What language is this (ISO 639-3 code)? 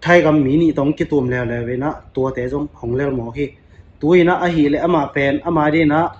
ctd